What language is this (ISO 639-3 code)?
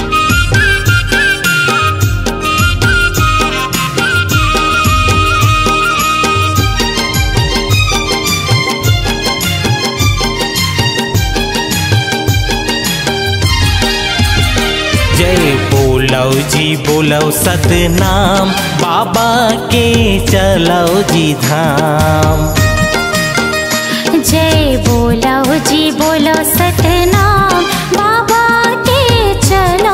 hne